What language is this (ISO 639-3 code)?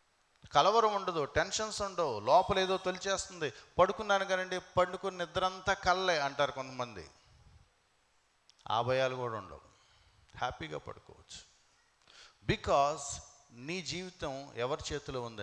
tel